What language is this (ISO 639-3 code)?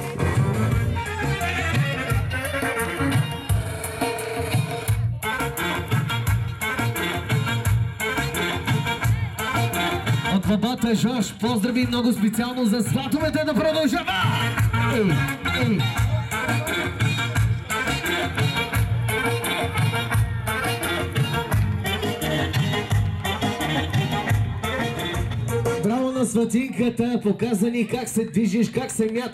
bul